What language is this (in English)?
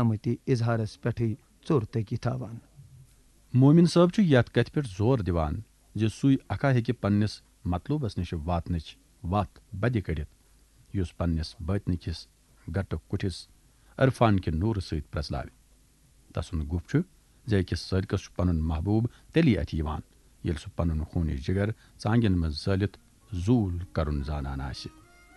Kashmiri